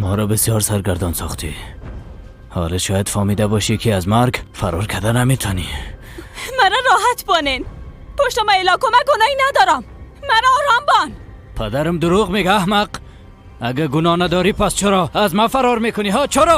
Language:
Persian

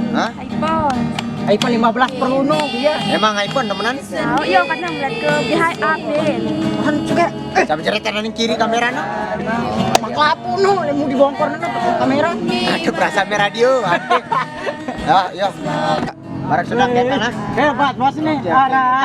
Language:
Sasak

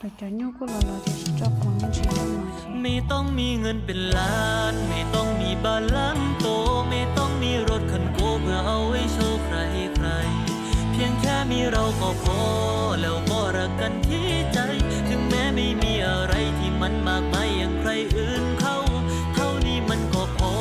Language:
Hmong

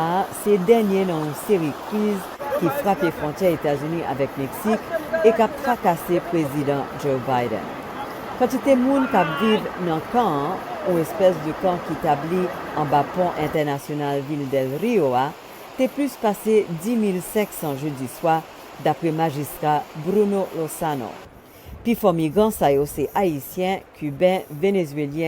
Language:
Haitian Creole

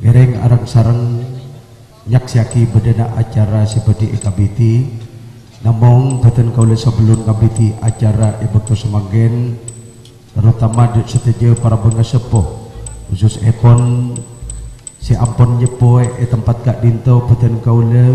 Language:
Madurese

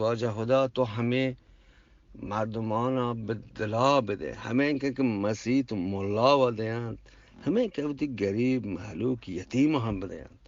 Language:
Eastern Balochi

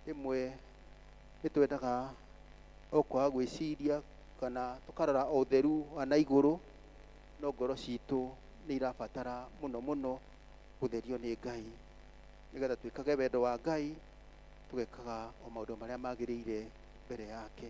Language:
Kikuyu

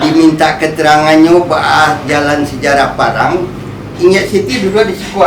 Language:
Minangkabau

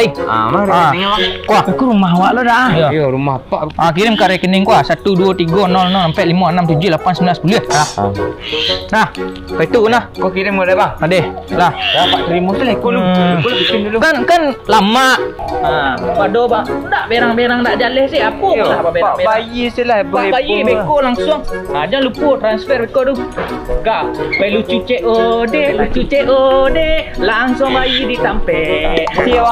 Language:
Minangkabau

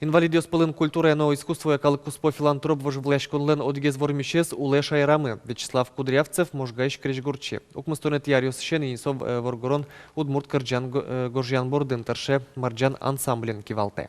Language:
Udmurt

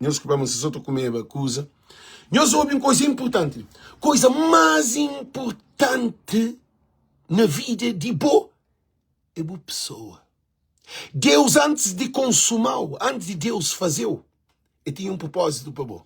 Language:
Kabuverdianu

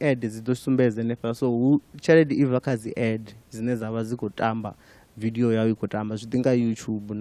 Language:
Venda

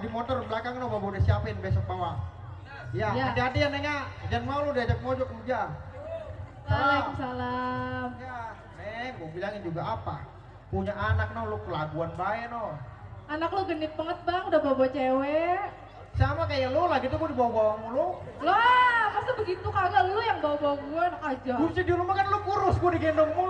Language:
Betawi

